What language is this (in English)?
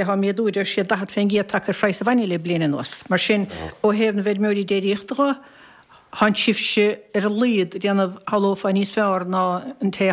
Irish